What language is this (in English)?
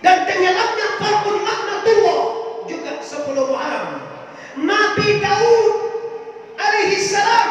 Minangkabau